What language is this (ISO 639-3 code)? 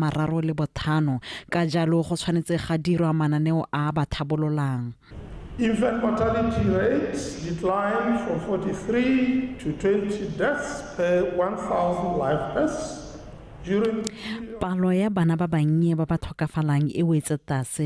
tsn